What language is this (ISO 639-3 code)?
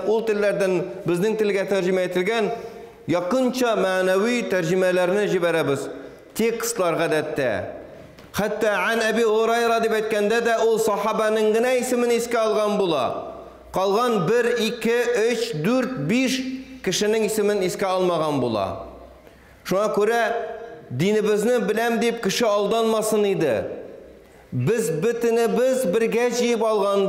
tat